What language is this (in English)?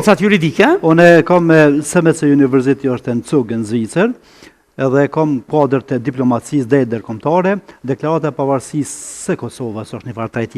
Albanian